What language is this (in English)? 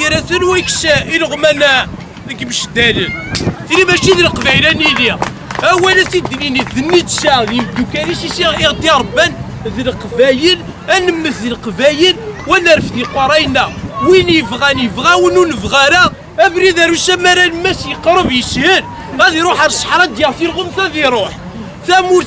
Kabyle